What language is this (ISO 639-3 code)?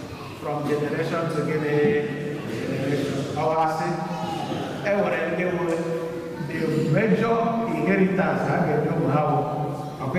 ibo